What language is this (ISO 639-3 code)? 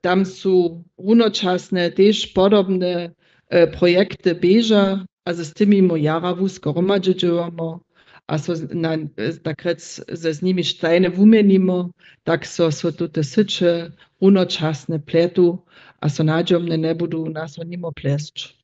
hsb